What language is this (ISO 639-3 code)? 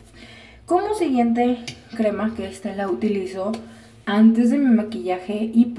spa